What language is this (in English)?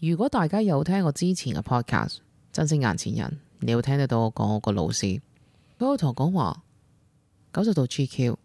Cantonese